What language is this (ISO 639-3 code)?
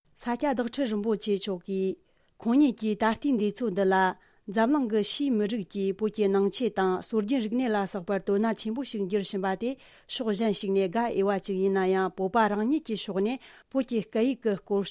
bod